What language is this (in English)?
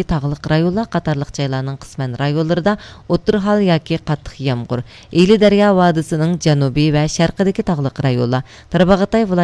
Uyghur